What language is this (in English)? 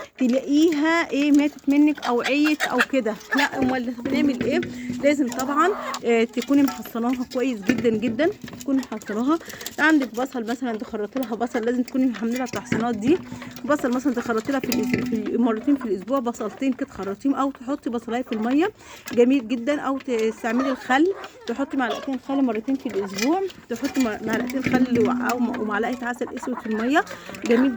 Egyptian Arabic